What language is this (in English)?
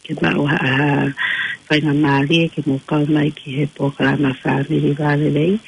Tongan